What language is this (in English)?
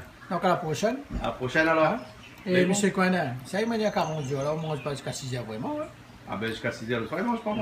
Réunion Creole French